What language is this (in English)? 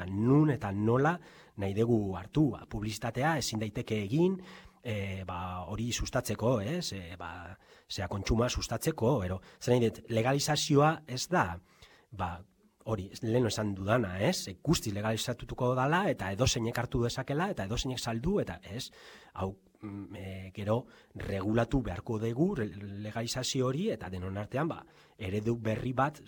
Basque